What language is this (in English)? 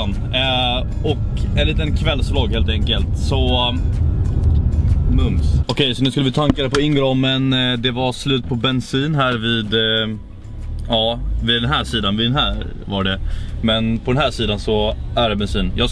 Swedish